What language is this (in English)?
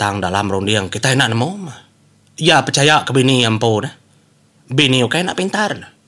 Iban